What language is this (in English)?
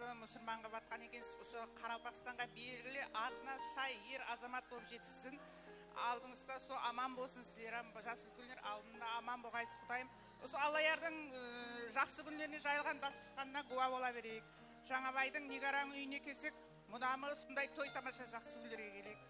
Kara-Kalpak